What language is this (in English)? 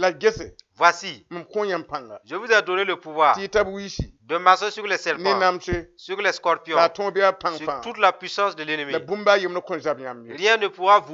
Mossi